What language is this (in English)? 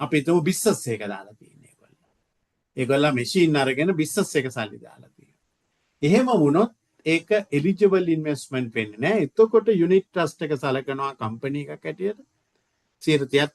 Sinhala